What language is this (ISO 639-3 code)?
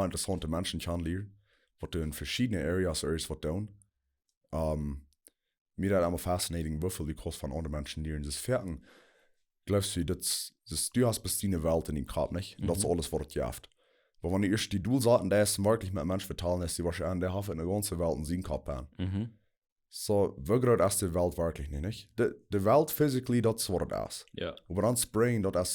pdt